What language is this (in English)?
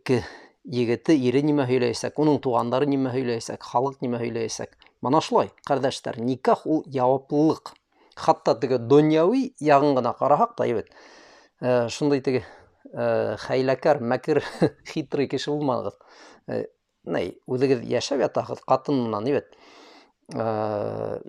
Bashkir